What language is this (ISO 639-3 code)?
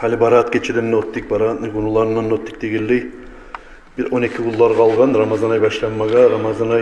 kum